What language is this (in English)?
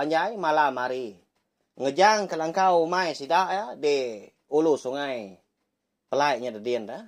Iban